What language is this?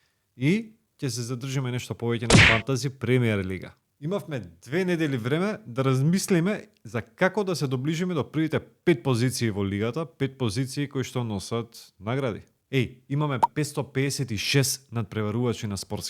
Macedonian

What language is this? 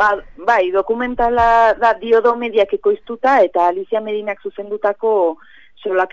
Basque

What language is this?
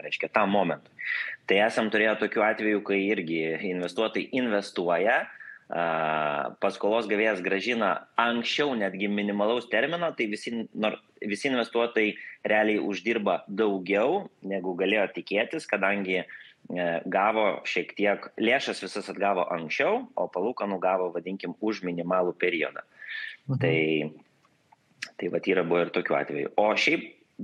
Lithuanian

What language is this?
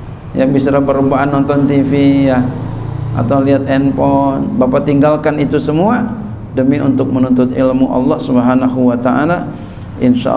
Indonesian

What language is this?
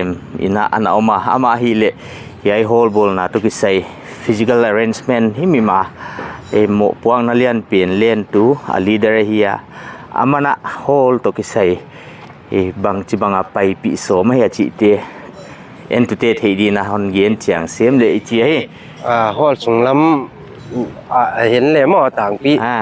Paite Chin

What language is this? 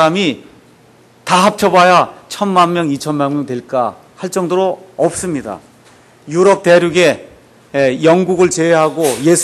Korean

